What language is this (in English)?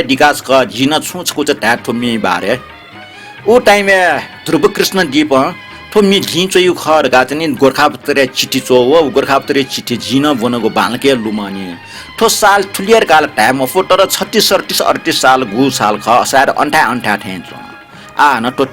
Newari